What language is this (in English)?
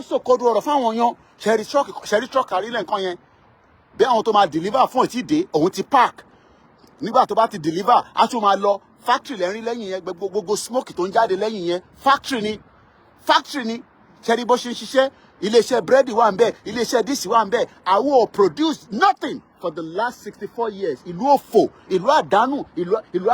Yoruba